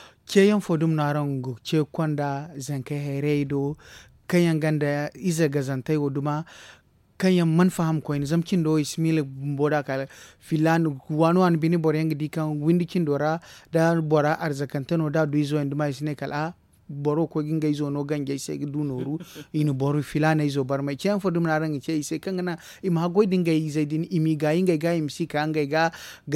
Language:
Zarma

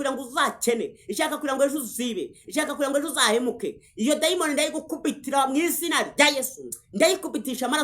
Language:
Kinyarwanda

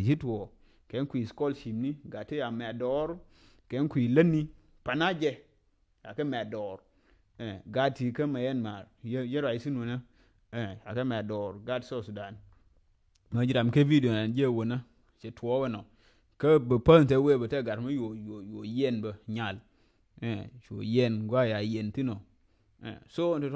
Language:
Nuer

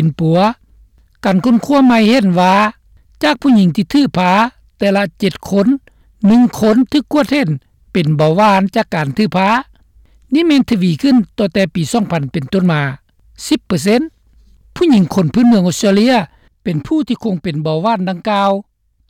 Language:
Lao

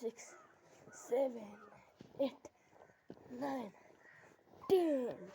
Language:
Nepali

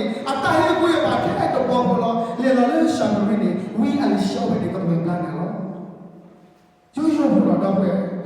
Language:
S'gaw Karen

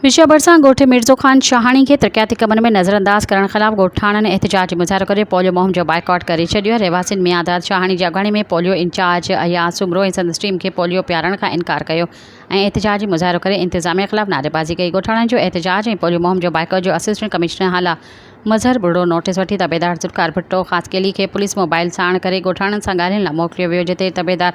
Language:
Sindhi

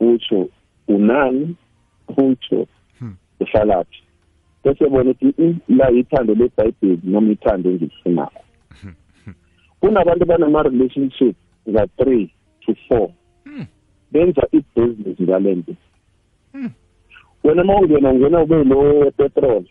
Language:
South Ndebele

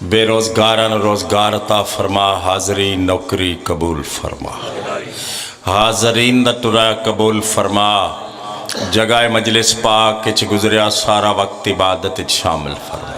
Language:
Pahari-Potwari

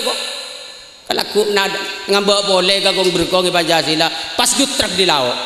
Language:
Madurese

